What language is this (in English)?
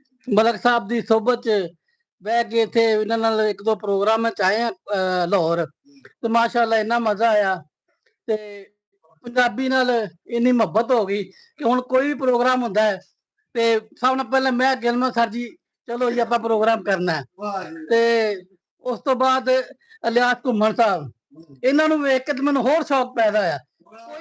Western Panjabi